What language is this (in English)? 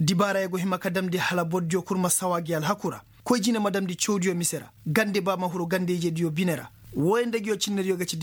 Koyraboro Senni